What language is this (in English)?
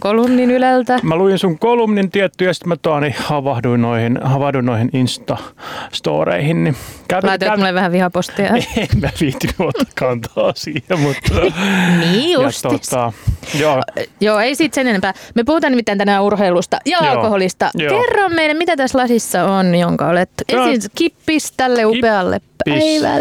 Finnish